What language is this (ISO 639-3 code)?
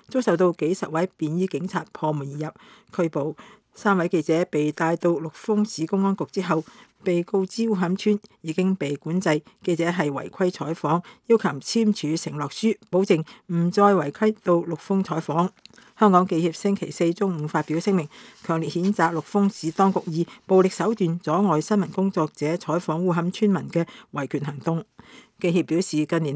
yue